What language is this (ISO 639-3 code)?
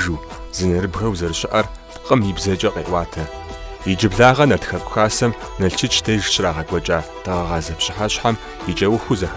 kbd